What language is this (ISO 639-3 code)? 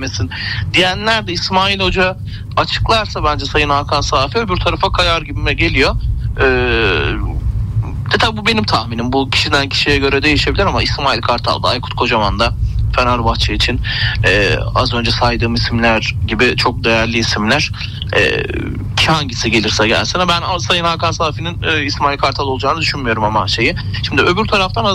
tur